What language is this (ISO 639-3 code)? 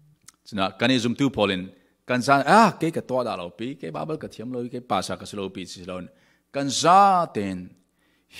cfm